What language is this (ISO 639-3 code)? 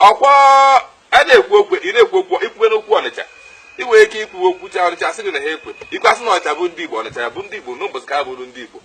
ibo